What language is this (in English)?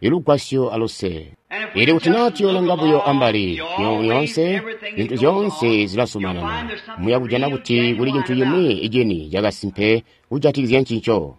Tonga (Zambia)